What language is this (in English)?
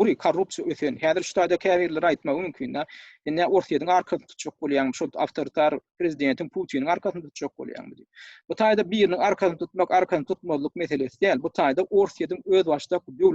Turkmen